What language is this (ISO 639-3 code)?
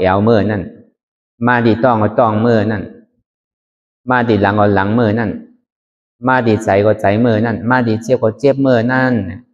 shn